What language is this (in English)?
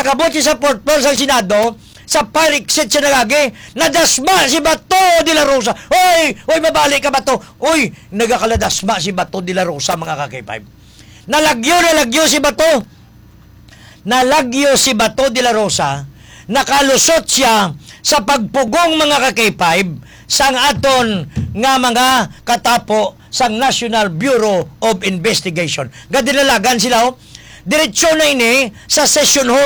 Hiligaynon